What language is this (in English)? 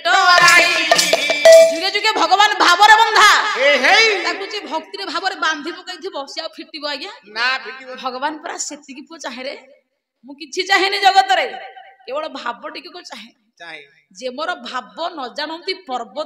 Odia